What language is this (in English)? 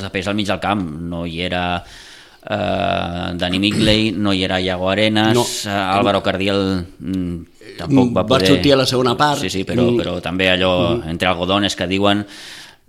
Catalan